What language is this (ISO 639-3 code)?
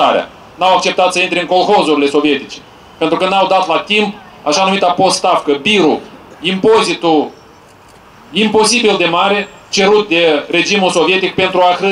ron